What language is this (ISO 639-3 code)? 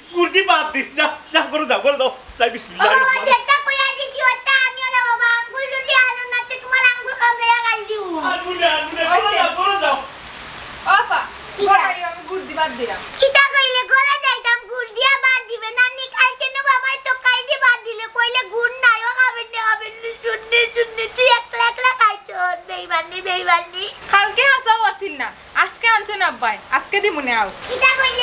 syl